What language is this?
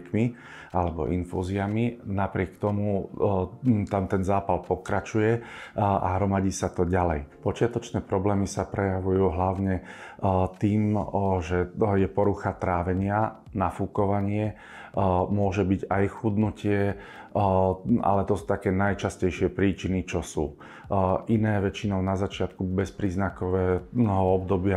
Slovak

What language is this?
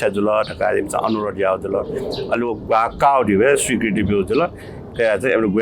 Newari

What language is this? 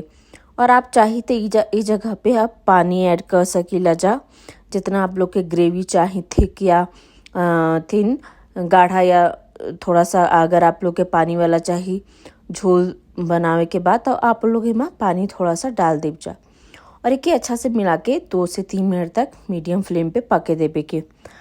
Bhojpuri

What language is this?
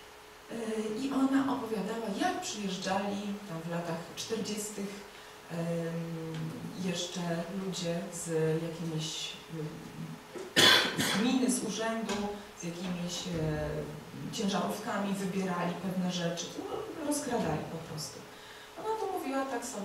Polish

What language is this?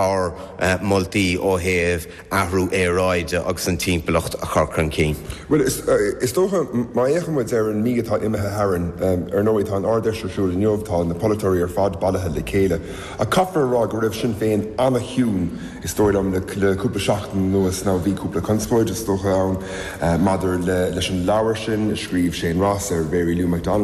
Irish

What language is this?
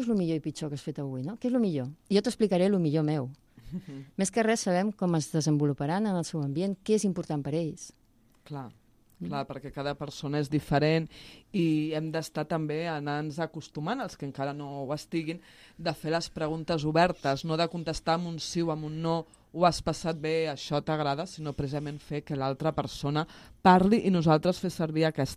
Catalan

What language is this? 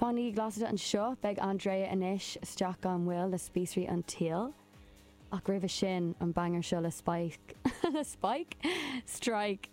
Irish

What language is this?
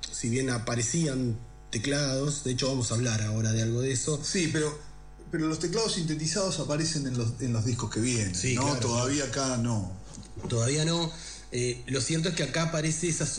Spanish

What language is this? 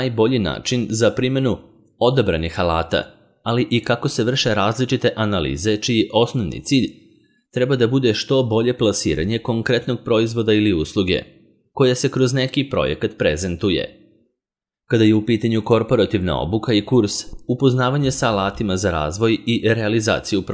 Serbian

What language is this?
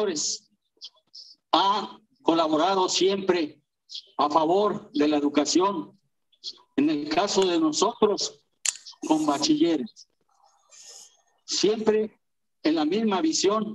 Spanish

